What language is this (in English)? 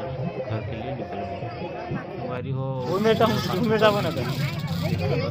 Chhattisgarhi